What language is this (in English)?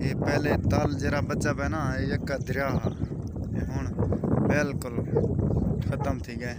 Saraiki